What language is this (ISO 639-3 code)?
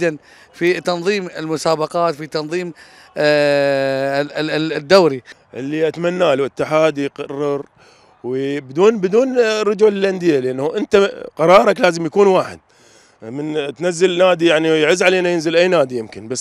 acm